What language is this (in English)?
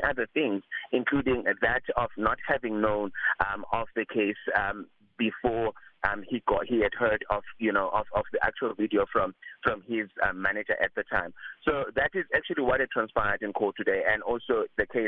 English